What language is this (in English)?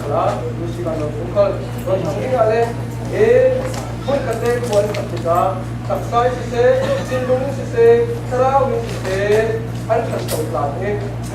Falam Chin